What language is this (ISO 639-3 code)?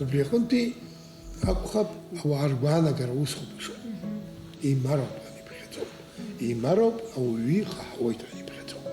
abk